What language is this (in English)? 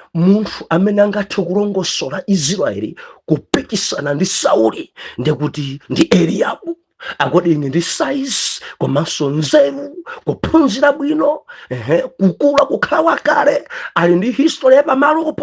Nyanja